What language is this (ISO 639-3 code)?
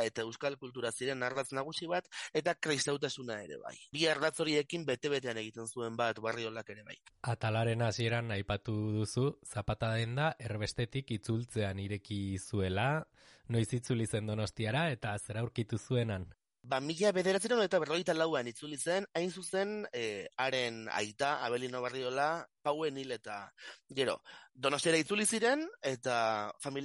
eus